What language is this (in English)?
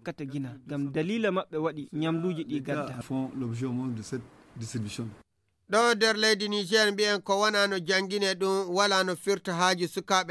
Nigerian Fulfulde